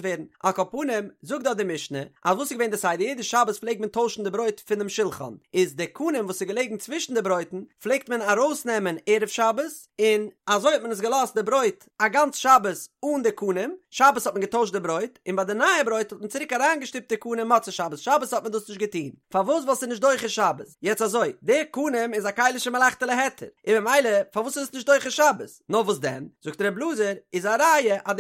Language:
Yiddish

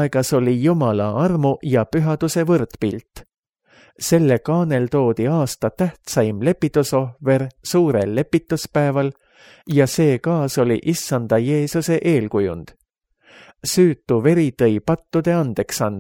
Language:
Estonian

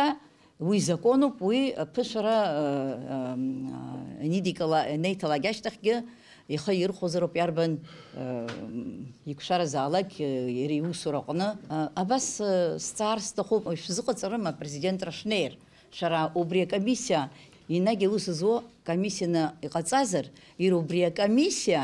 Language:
Abkhazian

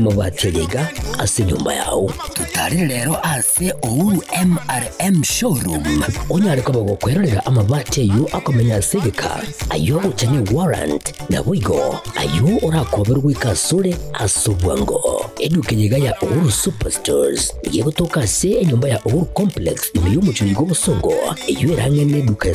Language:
Gusii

